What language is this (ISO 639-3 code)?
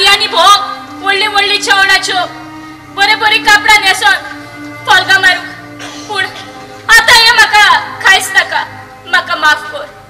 kok